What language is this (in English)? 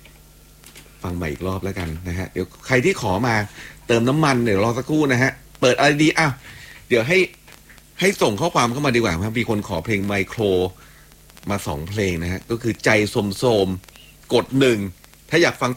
Thai